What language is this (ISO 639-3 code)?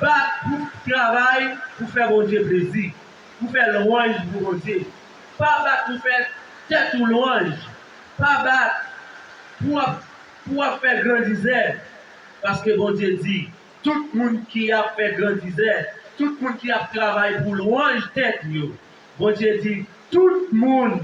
hat